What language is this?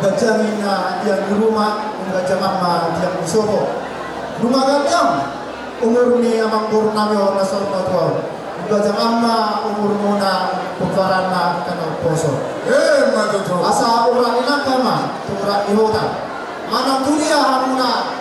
Batak Toba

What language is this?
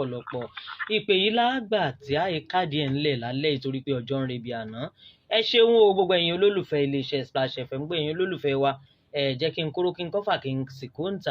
Yoruba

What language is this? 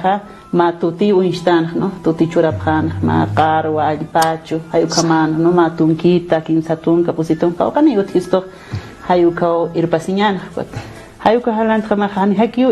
Aymara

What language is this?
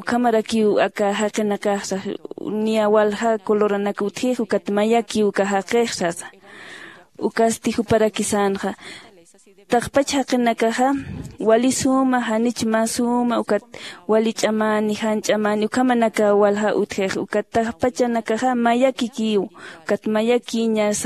Aymara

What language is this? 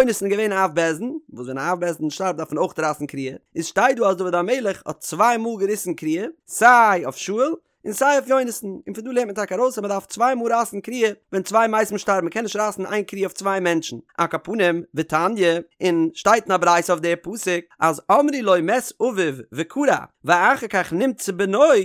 Yiddish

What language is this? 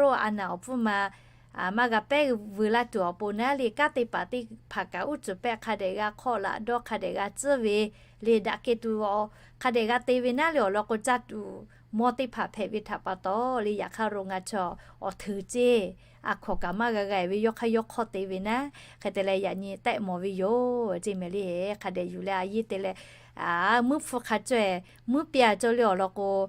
Lahu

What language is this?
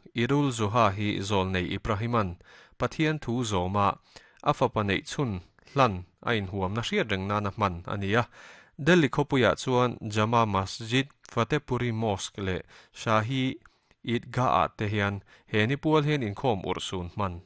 Mizo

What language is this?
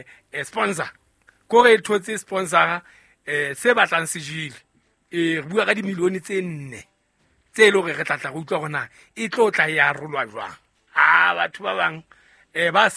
Southern Sotho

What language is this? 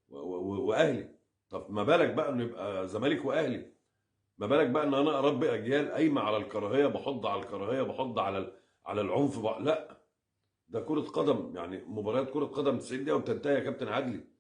Egyptian Arabic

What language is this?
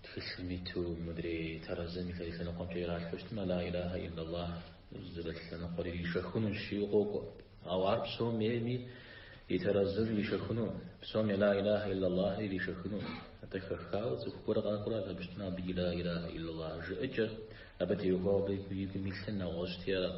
Kabardian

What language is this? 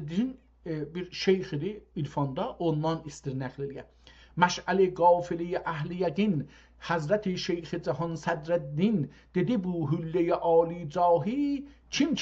South Azerbaijani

